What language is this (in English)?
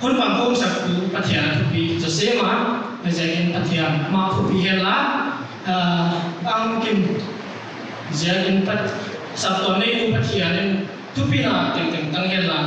Paite Chin